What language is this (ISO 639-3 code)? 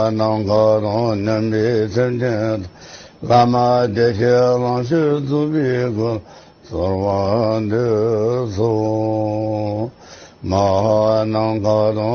bod